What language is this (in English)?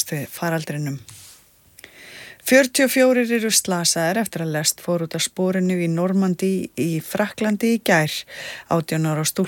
Icelandic